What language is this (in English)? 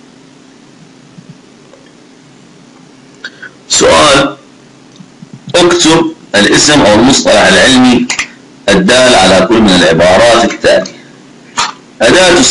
Arabic